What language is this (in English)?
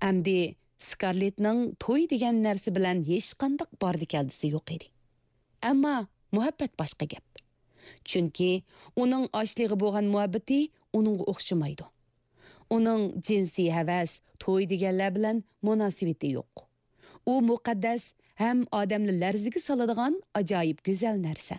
Uyghur